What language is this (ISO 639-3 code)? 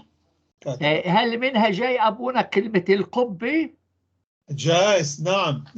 apc